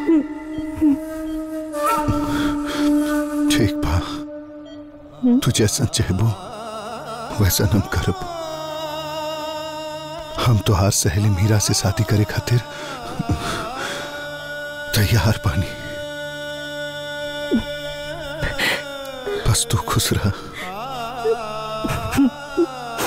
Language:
Bhojpuri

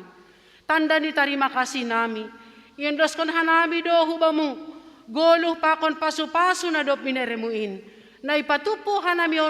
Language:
Batak Simalungun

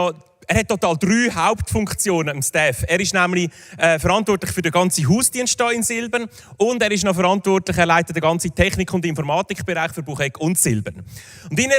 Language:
Swiss German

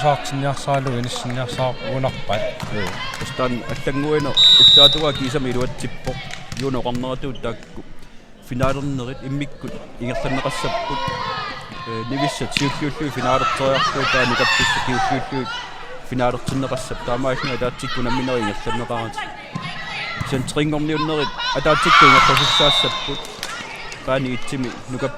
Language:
Kalaallisut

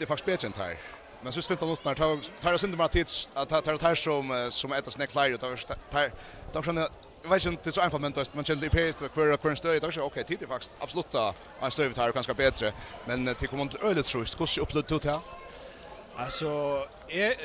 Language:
Faroese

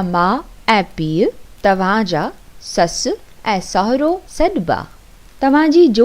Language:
Sindhi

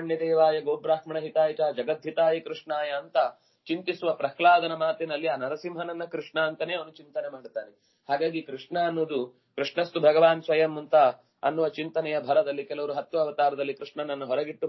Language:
Kannada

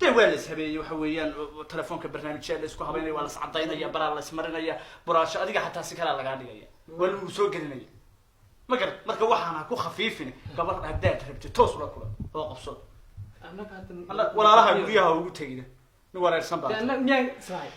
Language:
Somali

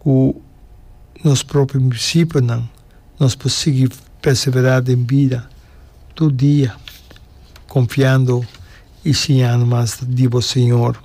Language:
Papiamento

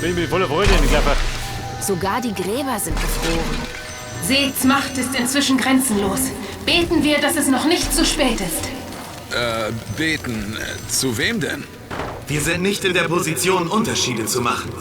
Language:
Bavarian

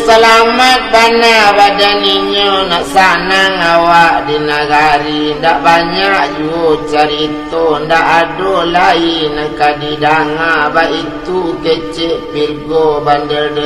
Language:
Minangkabau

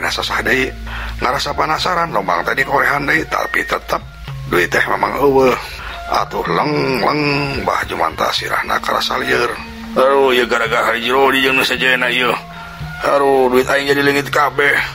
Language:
Sundanese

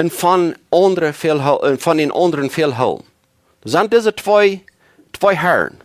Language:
Plautdietsch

